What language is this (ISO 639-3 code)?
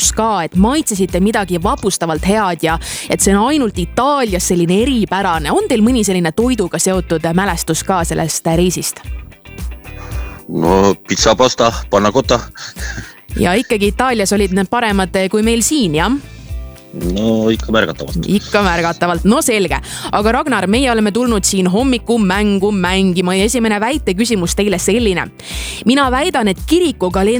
est